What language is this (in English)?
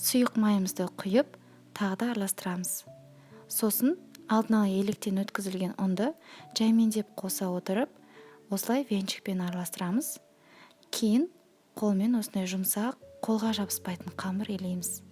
Kazakh